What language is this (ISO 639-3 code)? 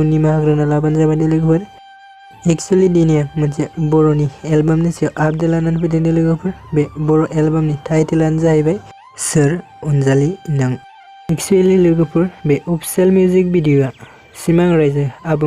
brx